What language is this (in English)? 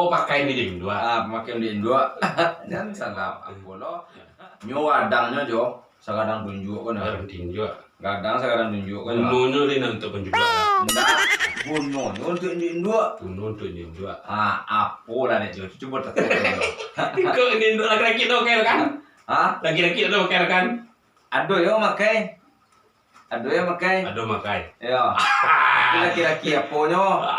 Minangkabau